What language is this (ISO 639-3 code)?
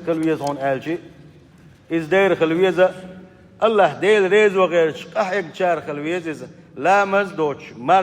che